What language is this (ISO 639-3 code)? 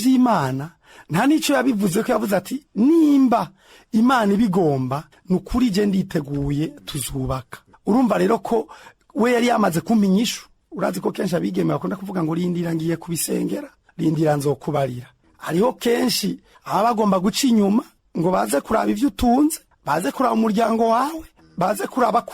run